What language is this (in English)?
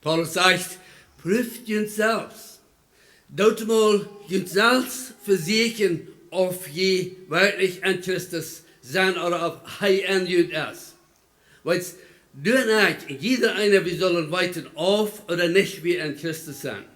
Plautdietsch